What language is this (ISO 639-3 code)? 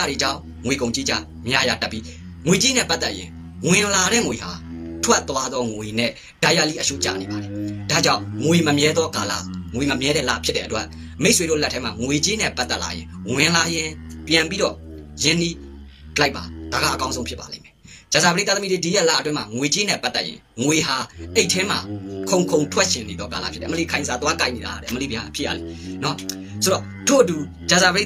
mya